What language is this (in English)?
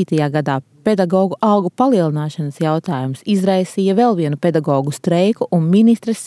Latvian